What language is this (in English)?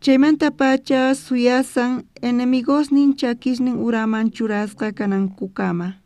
South Bolivian Quechua